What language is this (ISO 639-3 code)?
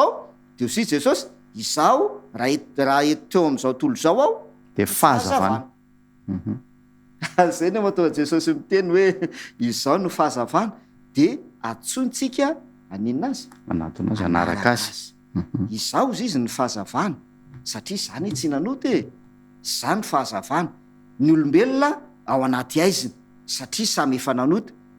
mlg